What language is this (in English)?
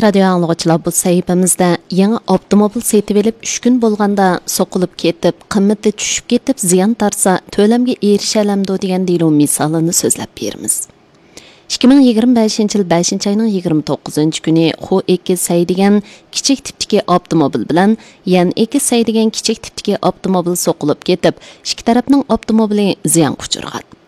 Uyghur